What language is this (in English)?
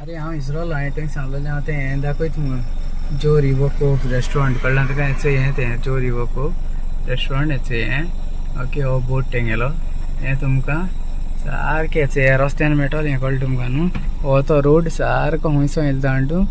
Konkani